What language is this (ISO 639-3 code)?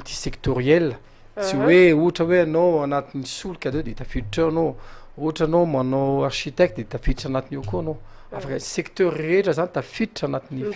mlg